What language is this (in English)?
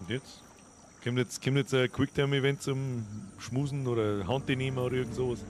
Bavarian